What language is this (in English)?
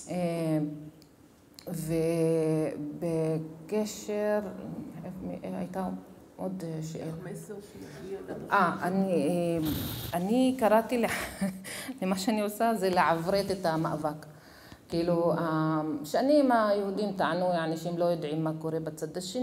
Hebrew